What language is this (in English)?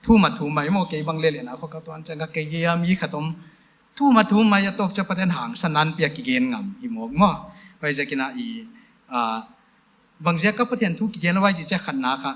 Paite Chin